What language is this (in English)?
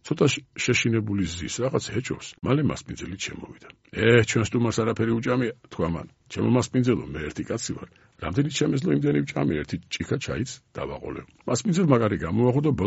Georgian